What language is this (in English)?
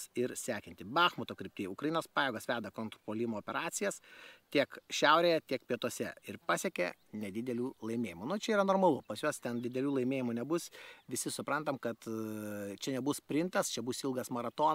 Lithuanian